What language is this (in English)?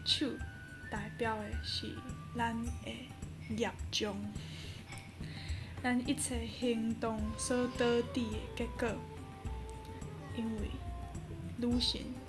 Min Nan Chinese